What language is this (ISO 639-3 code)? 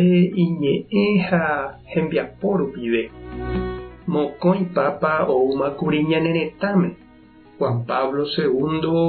grn